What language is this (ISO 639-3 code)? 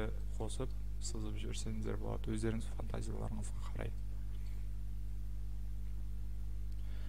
kaz